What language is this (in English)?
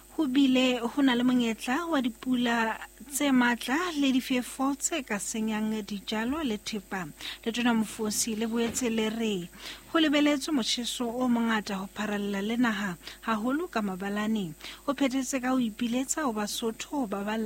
Southern Sotho